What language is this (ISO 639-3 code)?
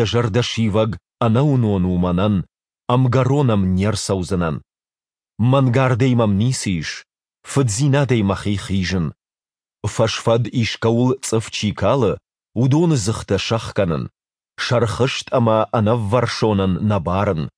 oss